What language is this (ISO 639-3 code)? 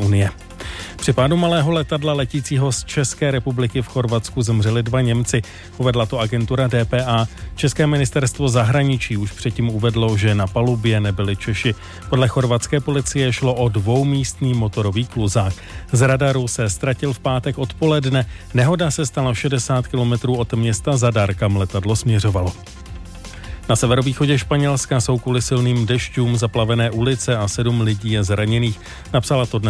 ces